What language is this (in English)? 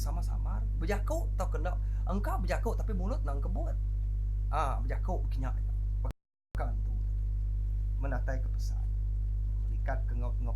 Iban